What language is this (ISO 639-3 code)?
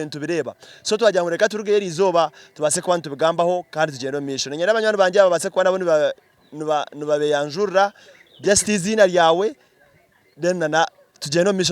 nyn